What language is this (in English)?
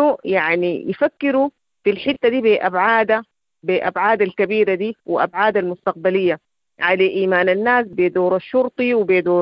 Sudanese Arabic